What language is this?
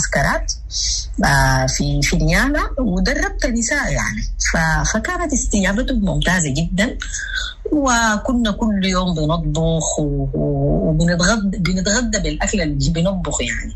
Sudanese Arabic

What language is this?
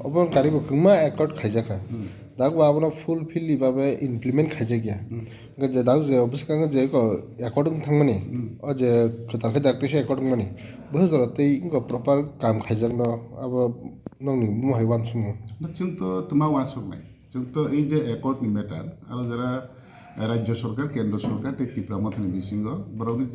Kok Borok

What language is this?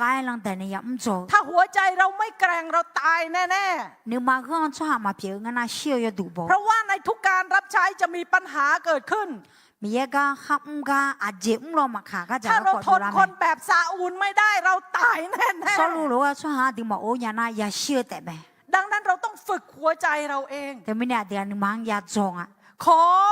Akha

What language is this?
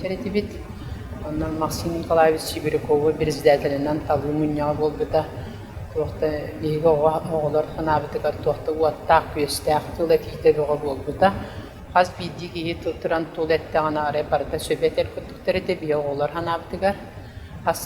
Yakut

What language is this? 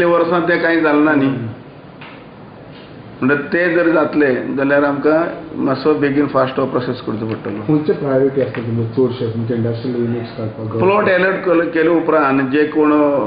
Konkani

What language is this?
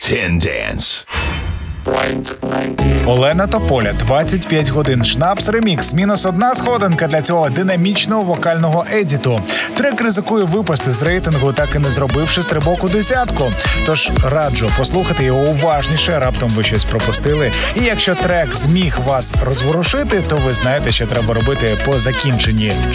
Ukrainian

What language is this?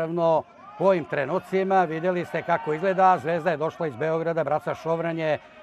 Serbian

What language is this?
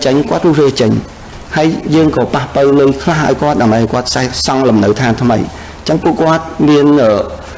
Khmer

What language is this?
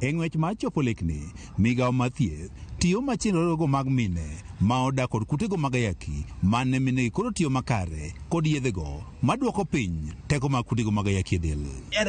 Luo (Kenya and Tanzania)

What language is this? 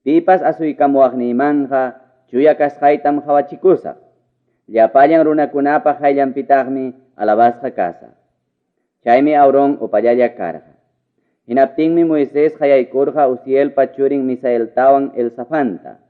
Ayacucho Quechua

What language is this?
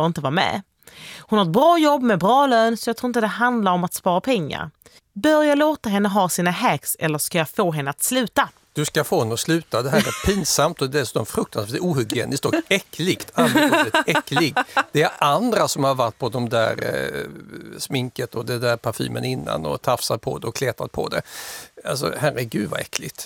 Swedish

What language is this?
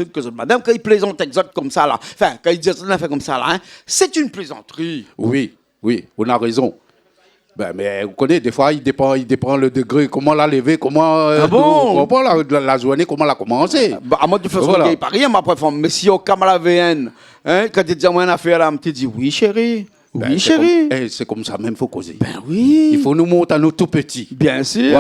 Réunion Creole French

